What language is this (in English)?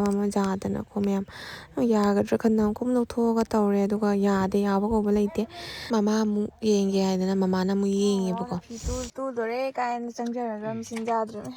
Manipuri